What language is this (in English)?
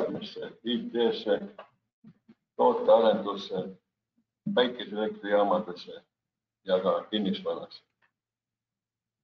Estonian